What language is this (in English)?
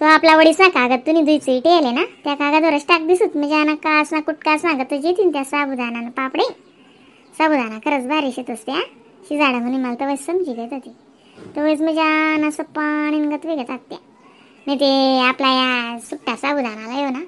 Khandesi